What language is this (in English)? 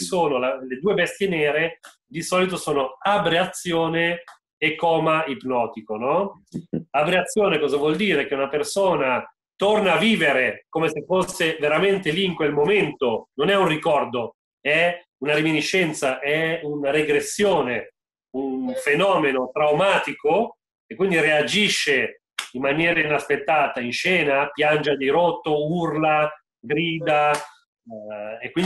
Italian